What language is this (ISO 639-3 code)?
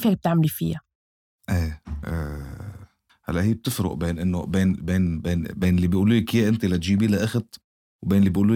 apc